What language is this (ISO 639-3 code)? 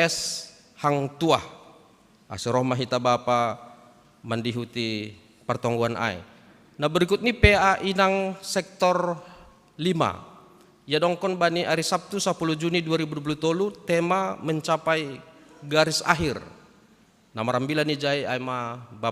bts